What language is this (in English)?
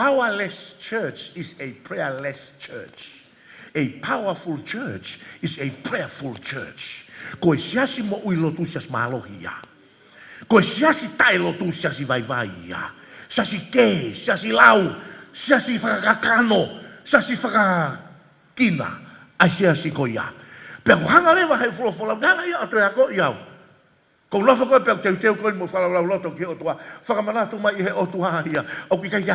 Tongan